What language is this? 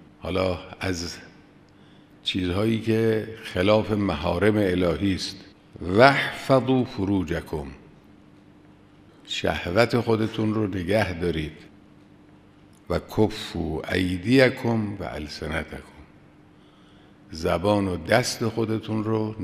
Persian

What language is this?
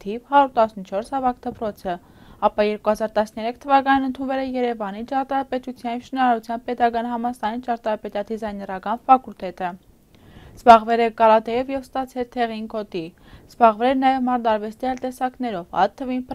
Armenian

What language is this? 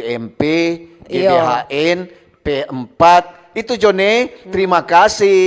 Manado Malay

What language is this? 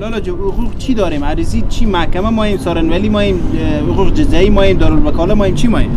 Persian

